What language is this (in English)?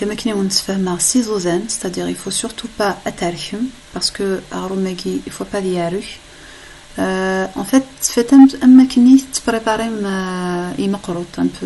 Kabyle